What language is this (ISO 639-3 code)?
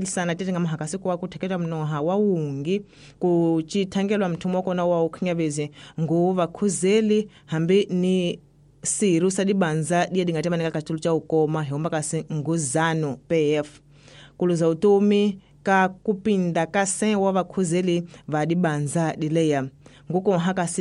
tso